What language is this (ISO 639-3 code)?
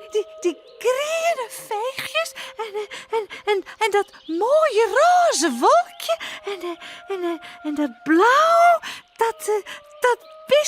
fry